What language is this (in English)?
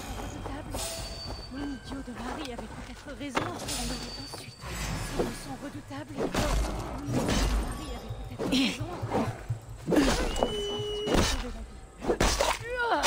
French